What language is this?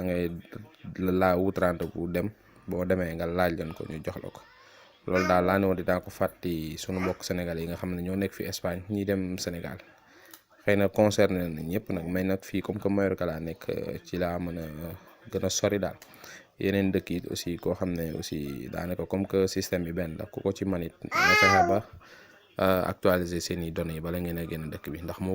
Wolof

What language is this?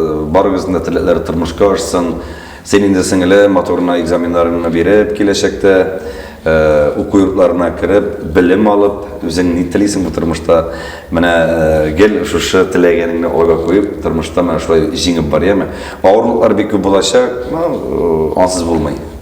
Tatar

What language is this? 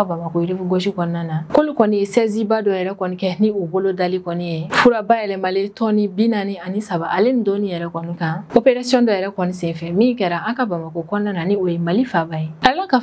Bambara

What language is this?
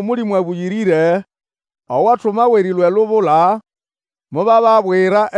Nande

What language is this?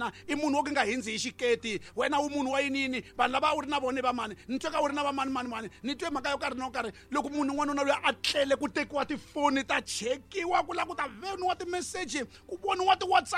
Tsonga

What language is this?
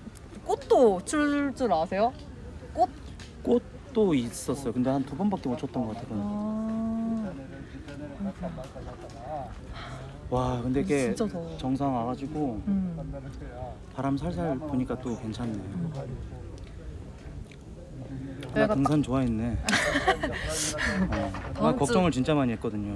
Korean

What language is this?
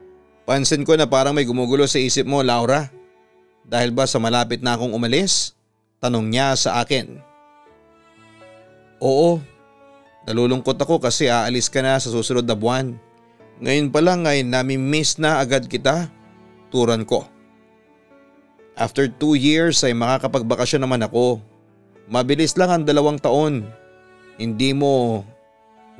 Filipino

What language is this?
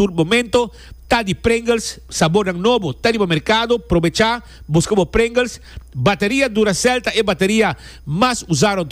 Papiamento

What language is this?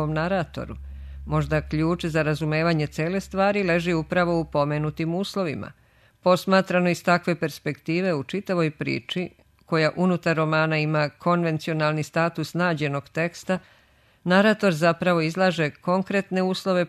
Serbian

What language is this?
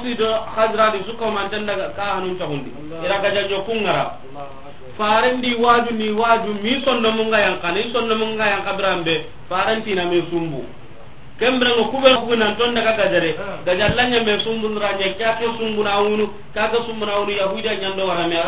Soninke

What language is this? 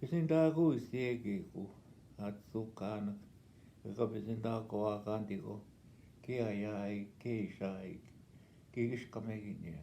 Northwestern Ojibwa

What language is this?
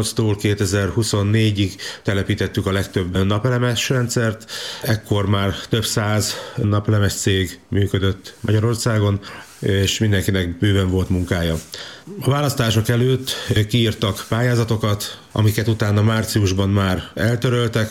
Hungarian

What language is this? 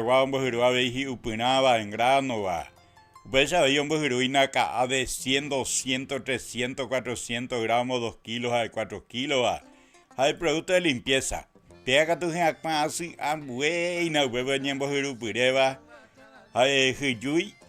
Guarani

